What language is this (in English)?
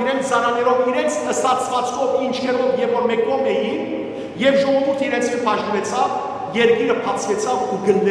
Western Armenian